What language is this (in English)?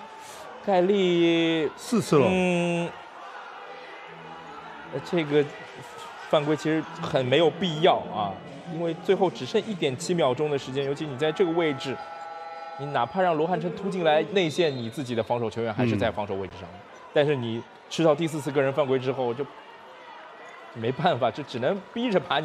Chinese